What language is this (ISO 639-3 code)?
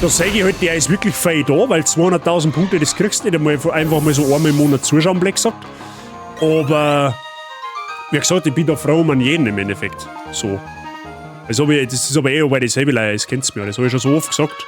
bar